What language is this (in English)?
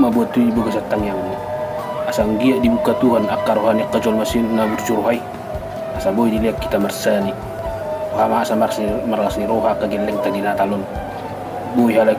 Batak Toba